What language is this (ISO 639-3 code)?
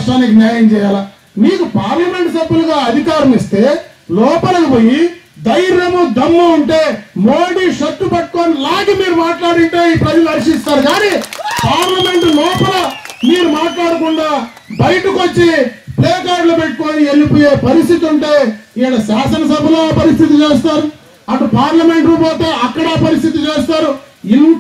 tel